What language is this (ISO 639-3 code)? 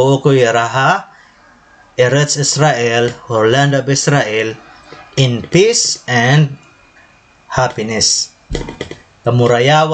war